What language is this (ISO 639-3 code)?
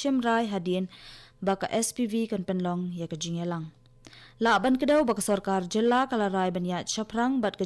kha